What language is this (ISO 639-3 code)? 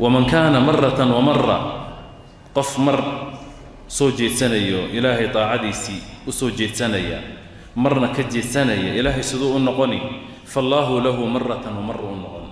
som